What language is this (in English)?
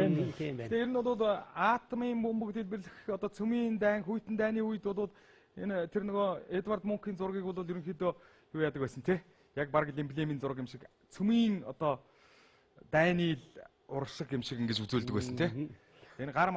Mongolian